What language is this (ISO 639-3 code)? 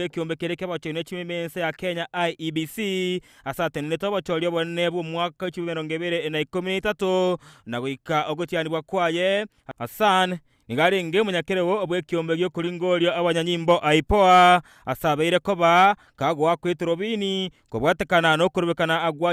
guz